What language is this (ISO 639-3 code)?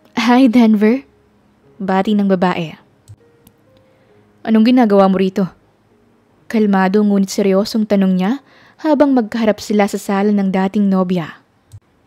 fil